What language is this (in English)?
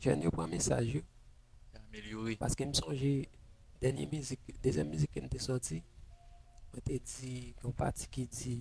Haitian Creole